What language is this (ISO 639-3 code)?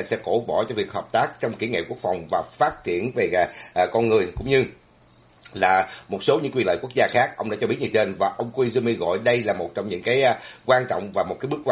vie